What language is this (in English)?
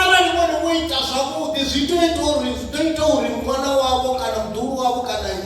Venda